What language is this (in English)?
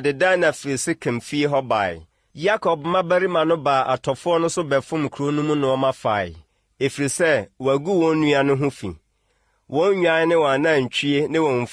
Akan